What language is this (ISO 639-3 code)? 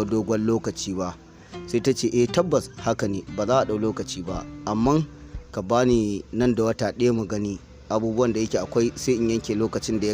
hau